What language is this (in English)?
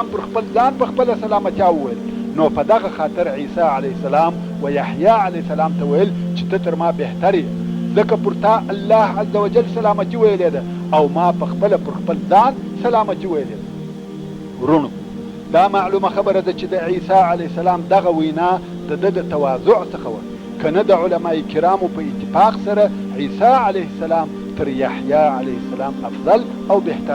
Pashto